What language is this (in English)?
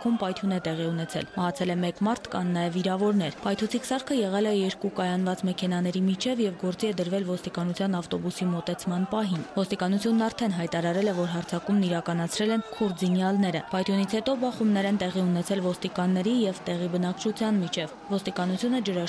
Armenian